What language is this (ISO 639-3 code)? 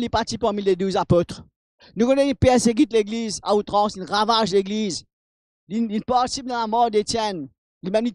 mfe